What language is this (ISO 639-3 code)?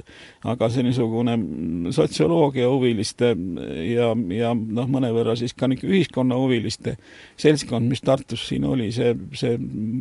est